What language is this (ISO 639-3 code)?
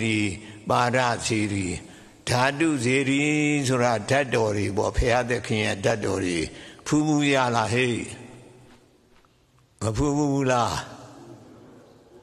mya